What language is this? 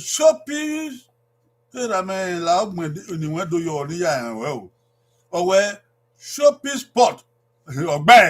Bini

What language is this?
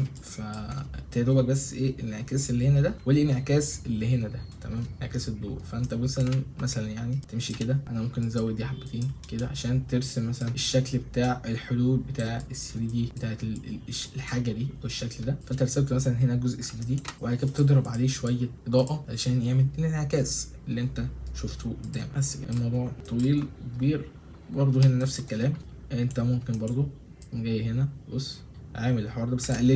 Egyptian Arabic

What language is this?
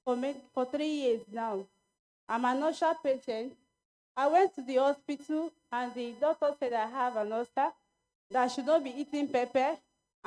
Ewe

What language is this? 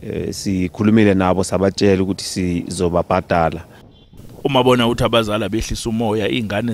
Zulu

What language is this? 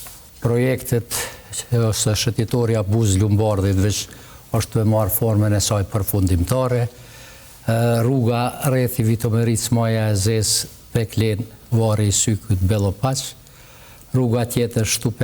Albanian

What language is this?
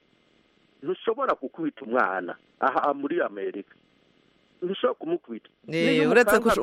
Kinyarwanda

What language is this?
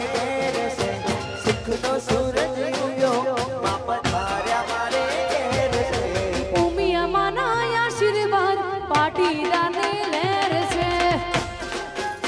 Gujarati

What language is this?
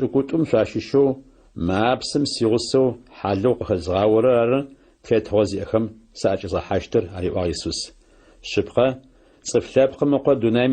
Adyghe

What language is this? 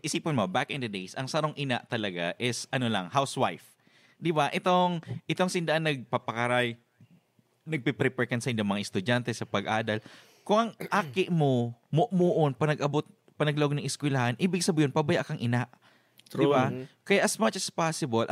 Bikol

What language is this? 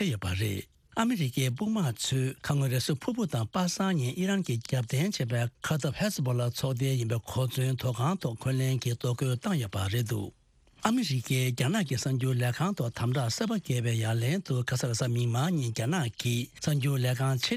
Tibetan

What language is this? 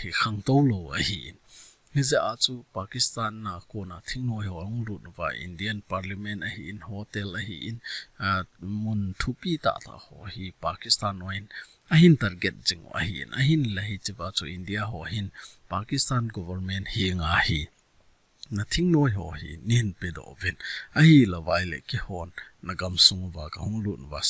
Thado Chin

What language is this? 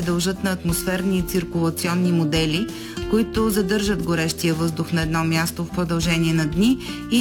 Bulgarian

